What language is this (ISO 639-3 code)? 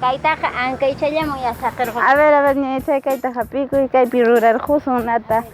que